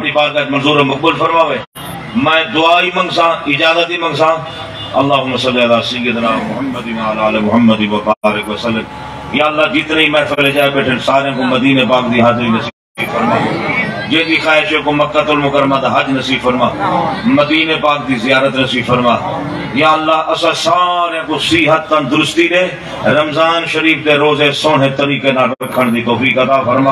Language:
Saraiki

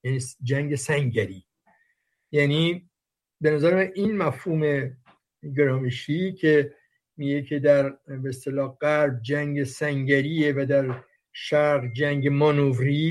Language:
Persian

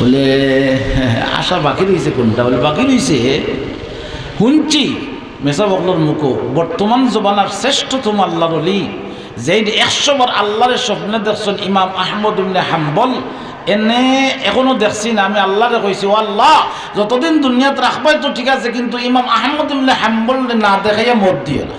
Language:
Sylheti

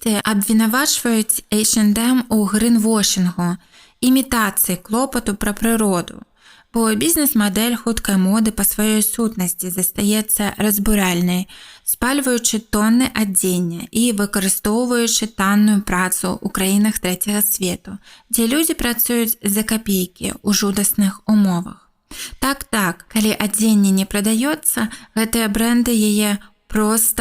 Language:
Belarusian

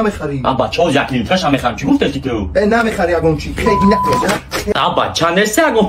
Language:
Tajik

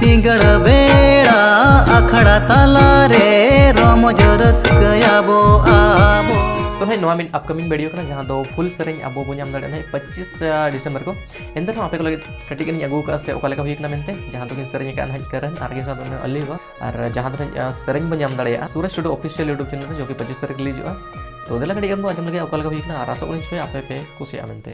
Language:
Santali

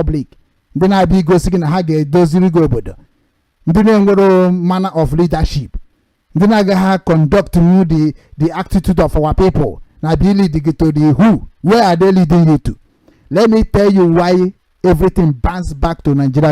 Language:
Igbo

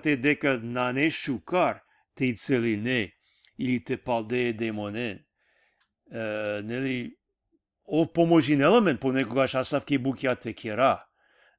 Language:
Balkan Romani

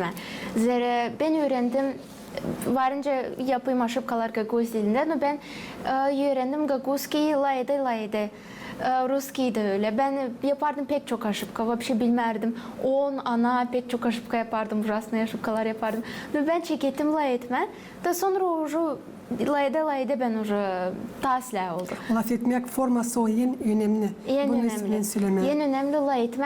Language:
Gagauz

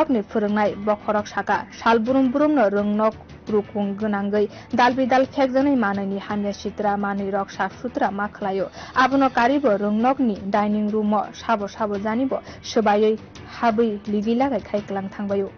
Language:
Kok Borok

